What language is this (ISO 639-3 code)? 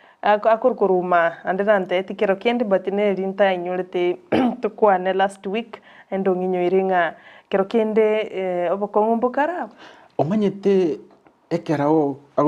guz